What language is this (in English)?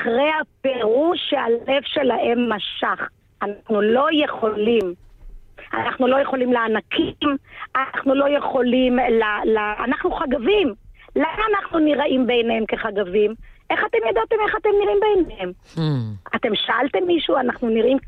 Hebrew